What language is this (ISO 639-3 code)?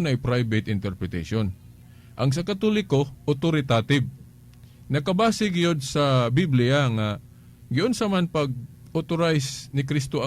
ceb